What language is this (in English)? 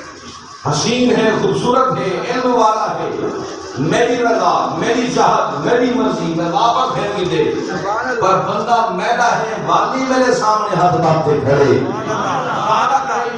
Saraiki